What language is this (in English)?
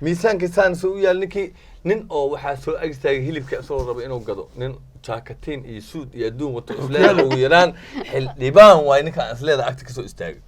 Somali